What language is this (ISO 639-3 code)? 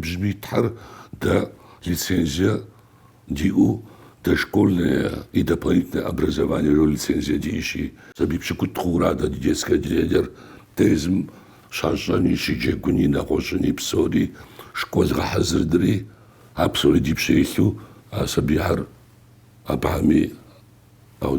kbd